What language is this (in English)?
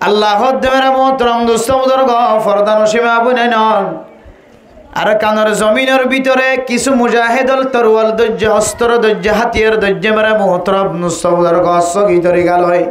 Rohingya